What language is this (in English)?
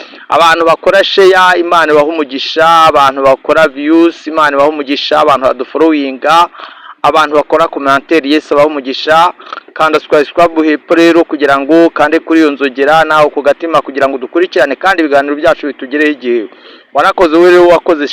Kinyarwanda